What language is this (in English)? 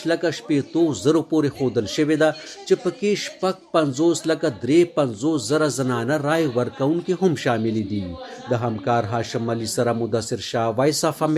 Pashto